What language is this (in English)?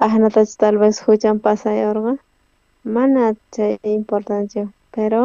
South Bolivian Quechua